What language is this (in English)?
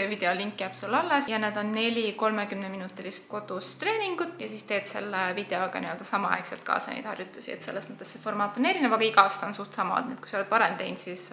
Estonian